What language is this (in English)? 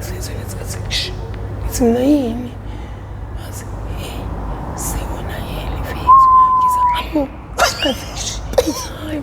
Zulu